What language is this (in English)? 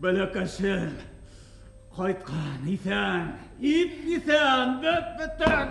Bashkir